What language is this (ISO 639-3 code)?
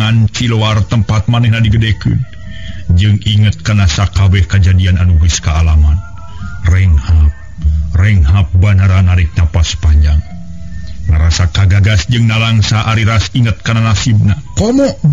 sun